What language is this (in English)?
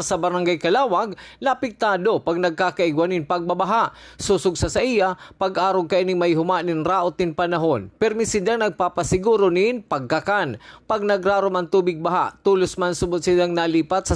Bikol